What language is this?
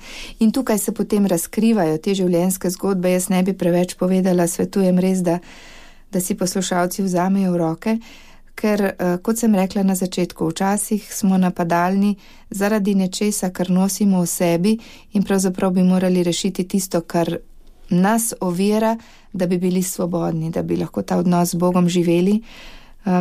Slovenian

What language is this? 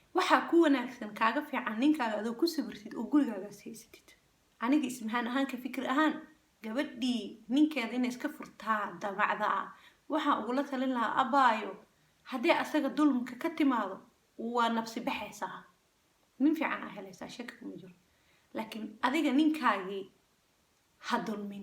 Somali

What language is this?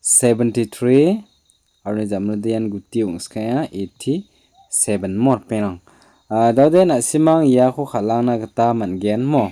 Garo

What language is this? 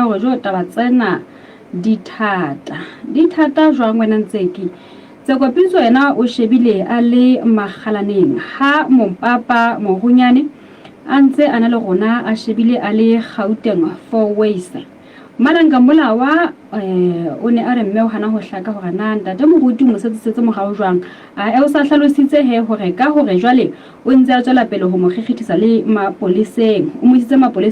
Southern Sotho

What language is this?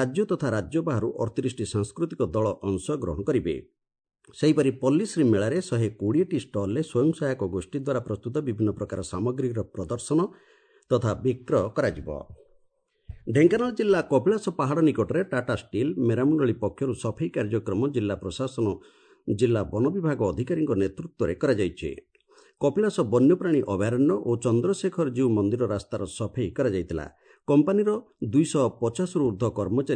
Odia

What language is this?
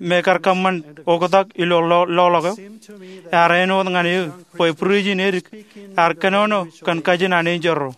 Marshallese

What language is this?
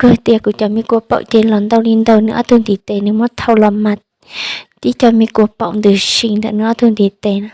Hmong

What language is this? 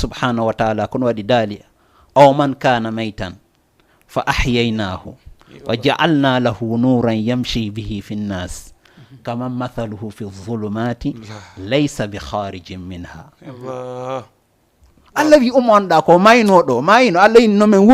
Fula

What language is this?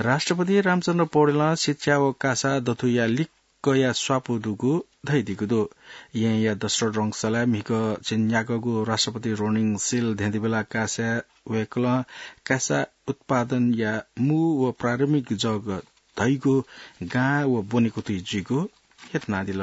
Newari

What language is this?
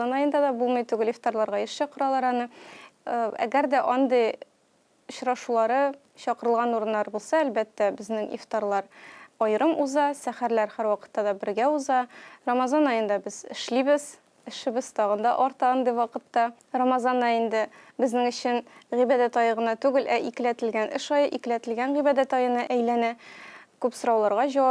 Tatar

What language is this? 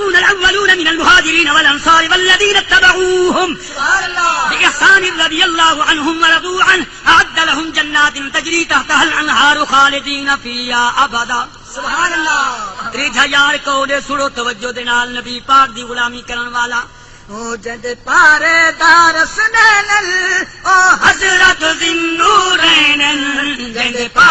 Saraiki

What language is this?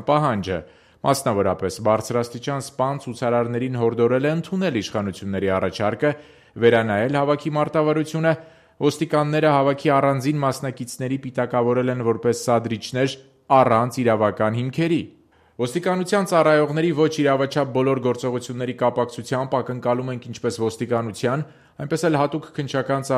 Armenian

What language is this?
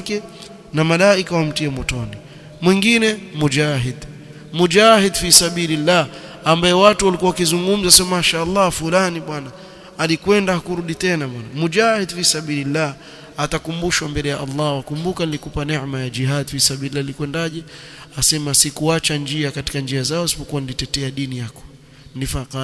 Swahili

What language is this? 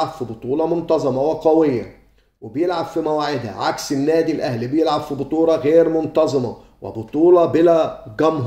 Egyptian Arabic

